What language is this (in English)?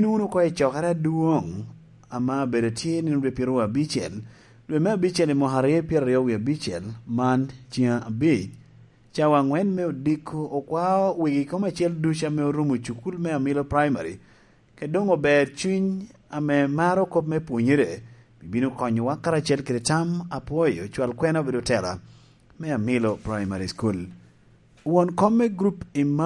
Lango (Uganda)